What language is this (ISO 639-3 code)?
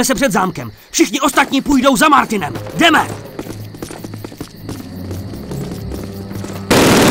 ces